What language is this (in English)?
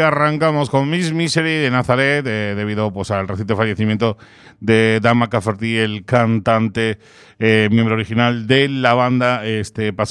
Spanish